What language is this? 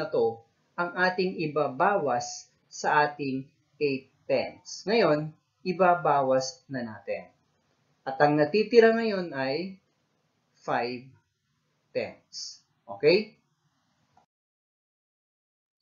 Filipino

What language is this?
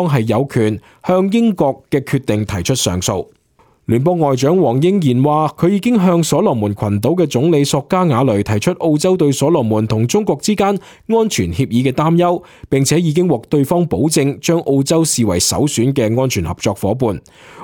Cantonese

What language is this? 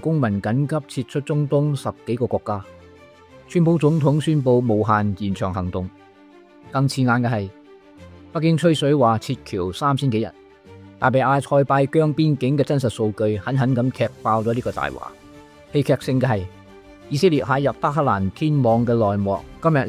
Cantonese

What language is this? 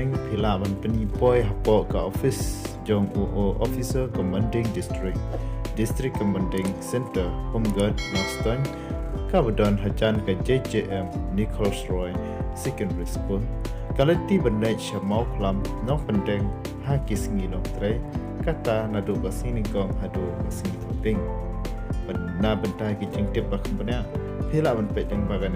Khasi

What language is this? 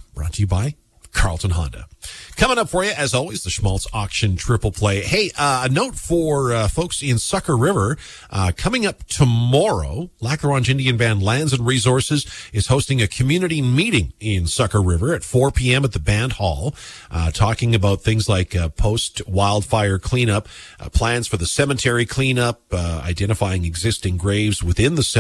English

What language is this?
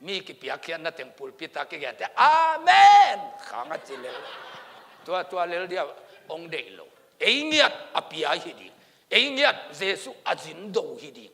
Tedim Chin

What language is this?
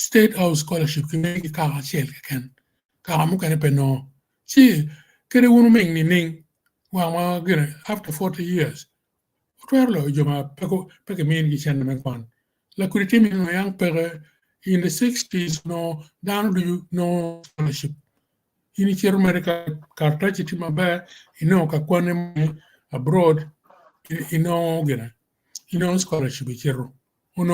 Acoli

